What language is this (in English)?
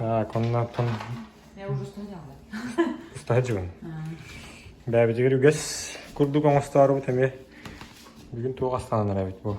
Yakut